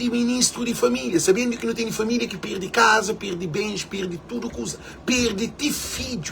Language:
Kabuverdianu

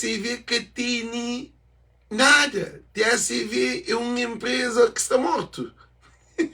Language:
Kabuverdianu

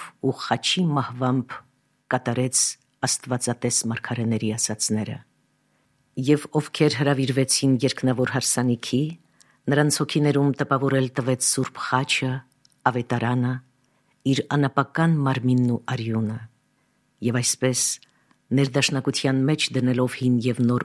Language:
Armenian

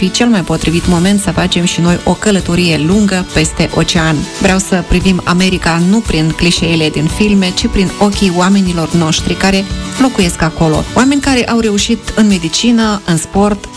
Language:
Romanian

